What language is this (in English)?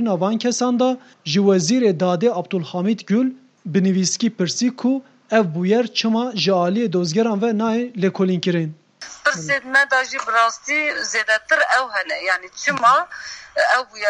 Kurdish